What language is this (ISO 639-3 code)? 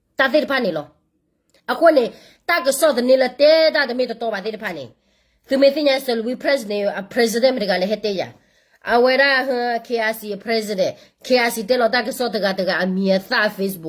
ksw